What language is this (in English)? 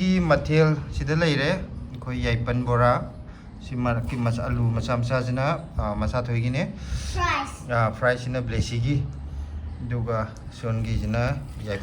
Manipuri